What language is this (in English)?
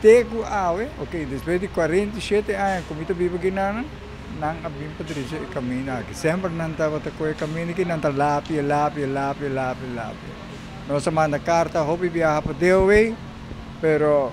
Papiamento